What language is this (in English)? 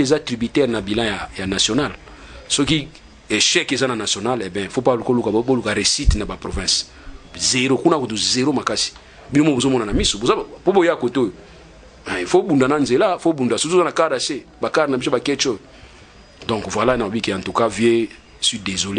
Lingala